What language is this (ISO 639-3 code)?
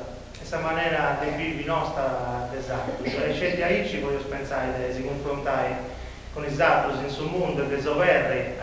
srd